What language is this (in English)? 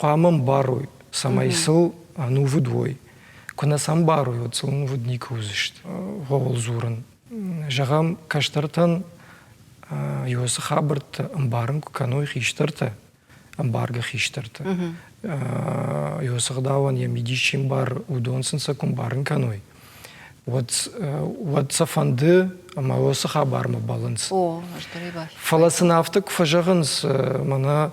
Ossetic